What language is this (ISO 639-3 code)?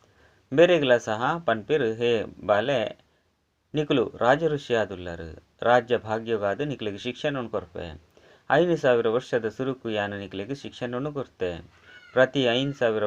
tcy